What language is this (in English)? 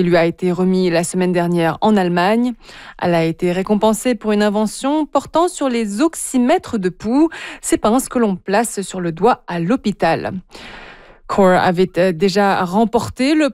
French